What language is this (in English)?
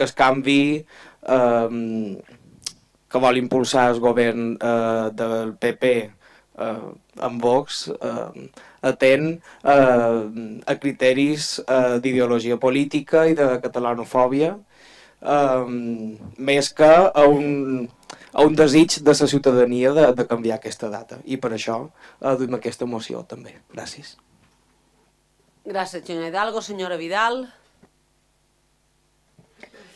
Catalan